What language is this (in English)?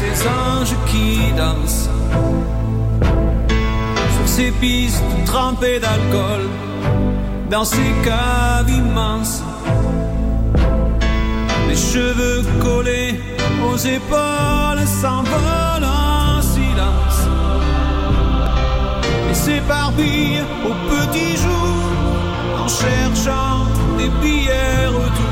French